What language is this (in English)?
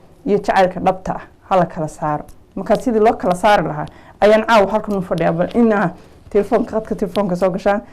Somali